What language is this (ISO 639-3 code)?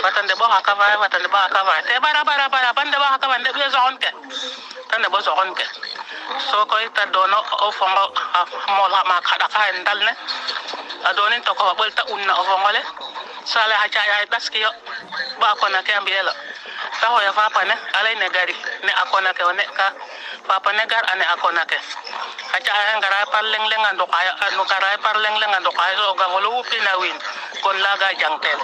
srr